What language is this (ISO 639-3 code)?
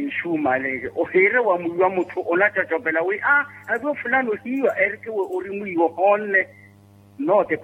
vmw